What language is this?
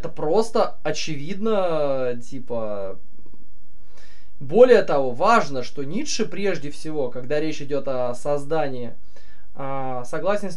Russian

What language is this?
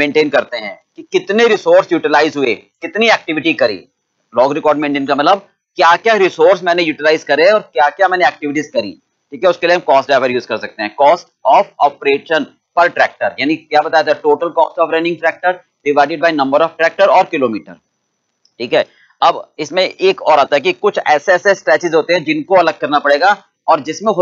Hindi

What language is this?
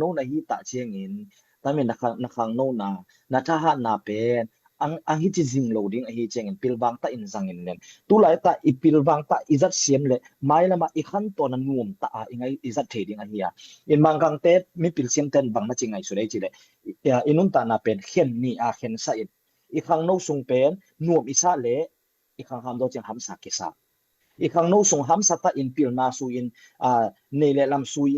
Tedim Chin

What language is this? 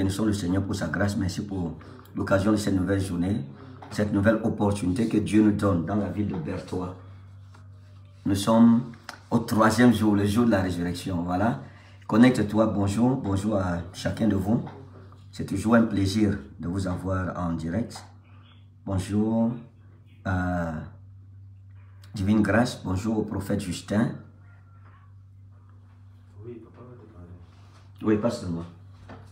French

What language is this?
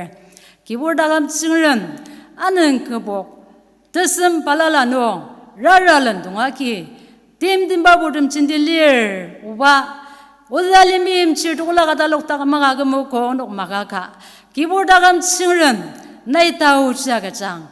Ao Naga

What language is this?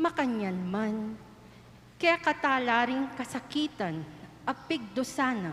Pampanga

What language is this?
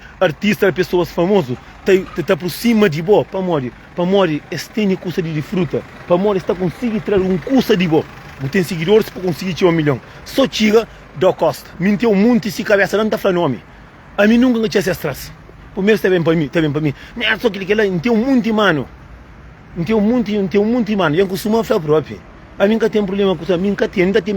Kabuverdianu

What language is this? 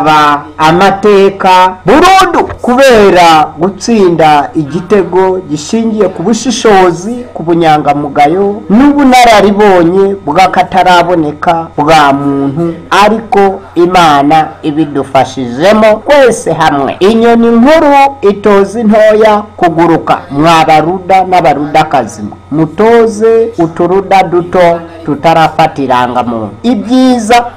Kinyarwanda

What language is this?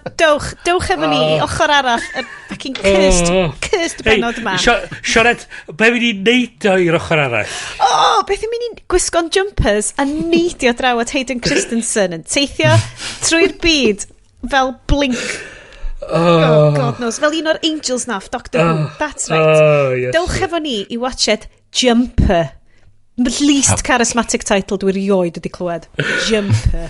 Welsh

